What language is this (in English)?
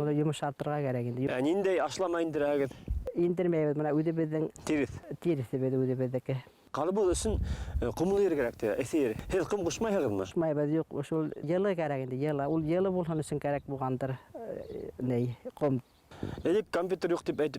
Bashkir